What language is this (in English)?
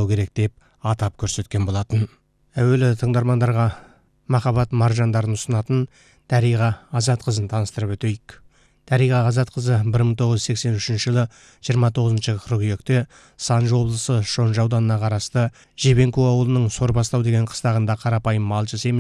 Kazakh